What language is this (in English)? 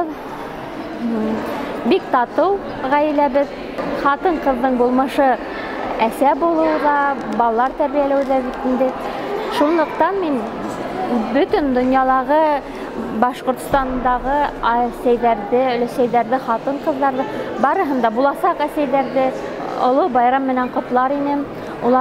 Bashkir